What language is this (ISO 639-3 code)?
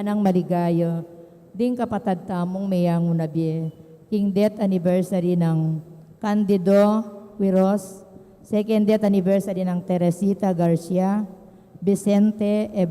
pam